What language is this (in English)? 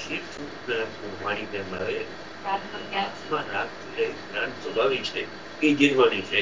Gujarati